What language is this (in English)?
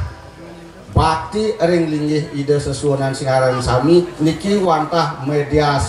Balinese